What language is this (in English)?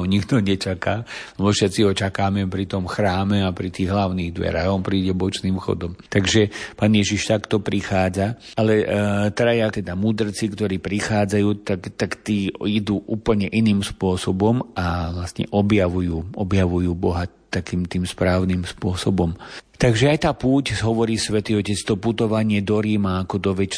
Slovak